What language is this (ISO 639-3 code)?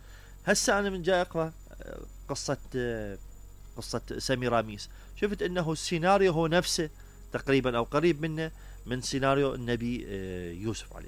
acm